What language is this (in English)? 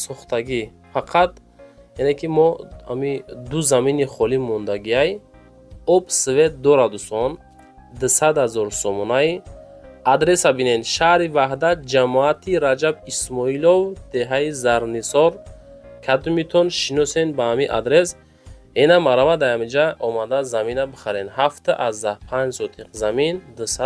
Tajik